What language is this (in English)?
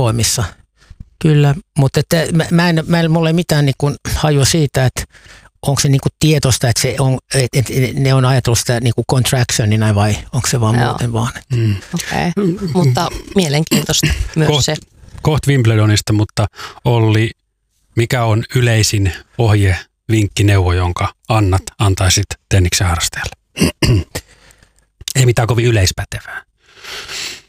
Finnish